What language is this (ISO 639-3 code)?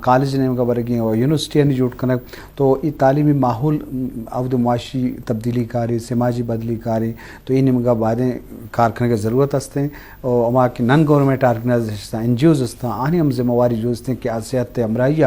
bgp